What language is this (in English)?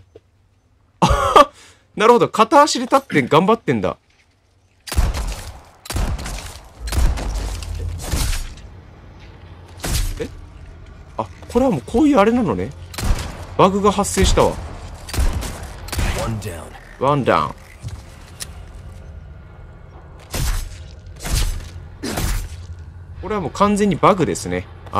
Japanese